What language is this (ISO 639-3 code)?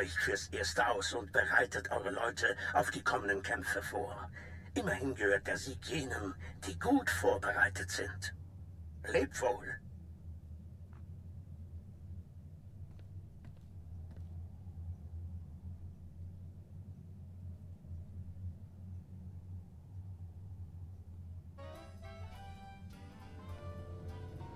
deu